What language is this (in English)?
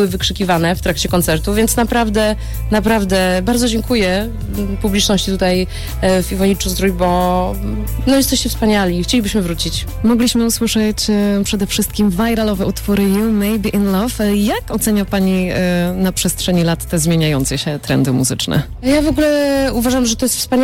Polish